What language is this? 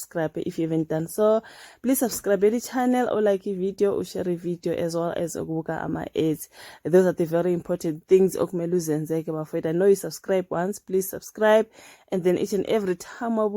Zulu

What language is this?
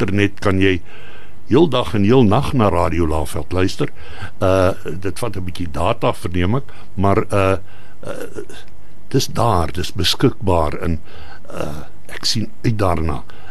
Afrikaans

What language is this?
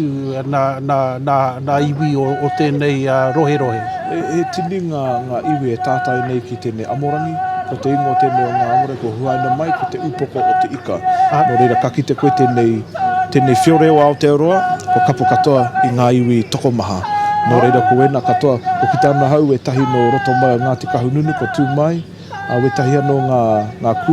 Māori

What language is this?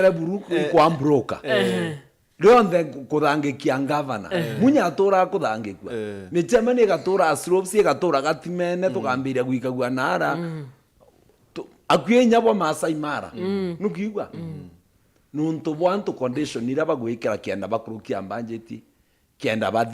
Meru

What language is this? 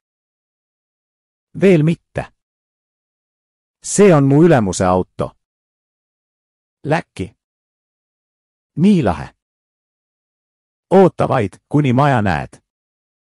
Estonian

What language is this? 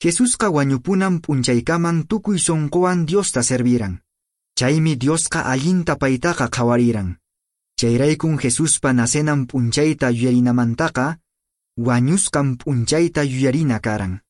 Quechua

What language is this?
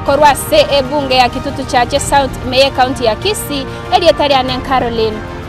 Gusii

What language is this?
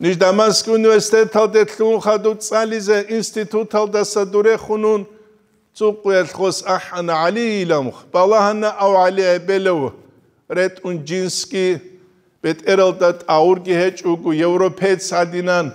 Avaric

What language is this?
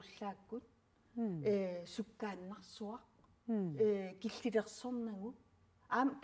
Kalaallisut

